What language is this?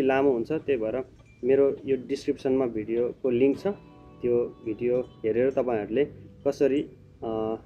Nepali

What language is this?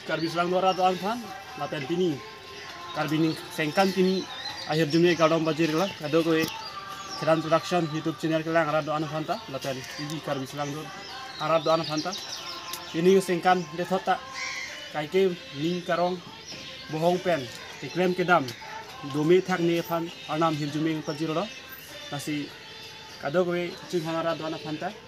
Karbi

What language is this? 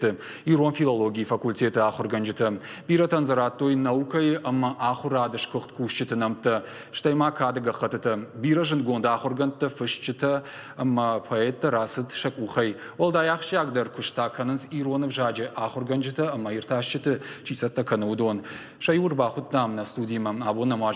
Ossetic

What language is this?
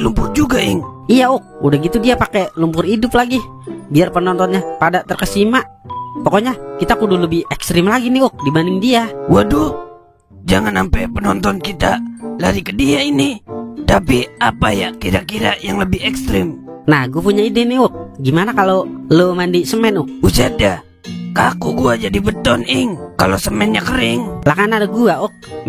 Betawi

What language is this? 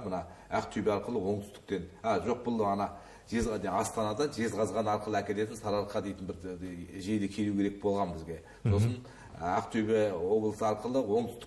Kazakh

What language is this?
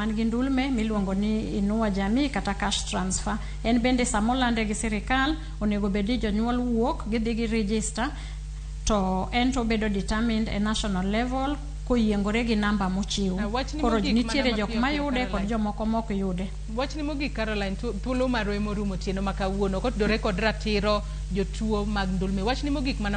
Luo (Kenya and Tanzania)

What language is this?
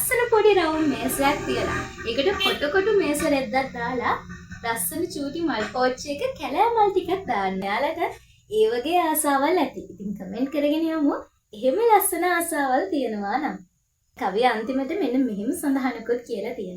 Sinhala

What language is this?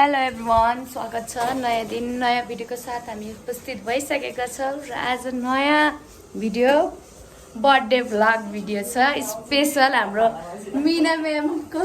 Nepali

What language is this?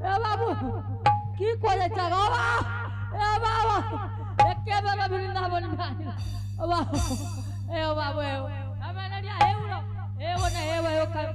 Angika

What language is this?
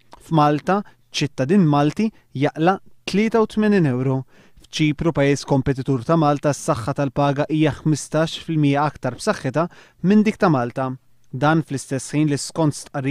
Maltese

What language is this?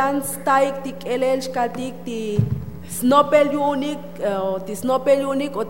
Tzotzil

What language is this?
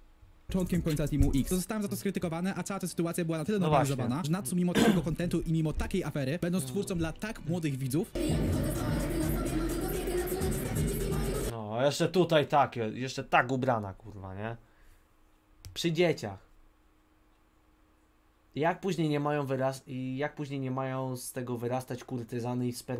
Polish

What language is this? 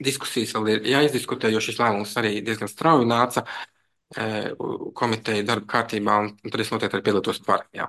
Latvian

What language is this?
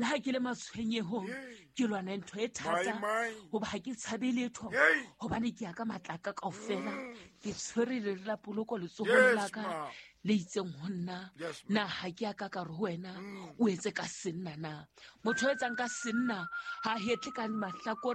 Southern Sotho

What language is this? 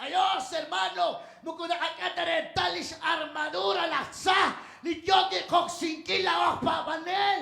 Kekchí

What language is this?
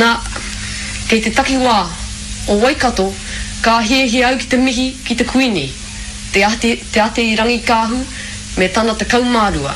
Māori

